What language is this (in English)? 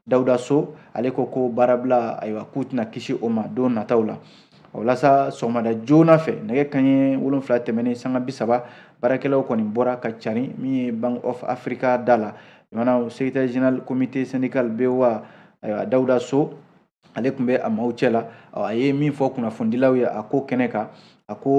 Bambara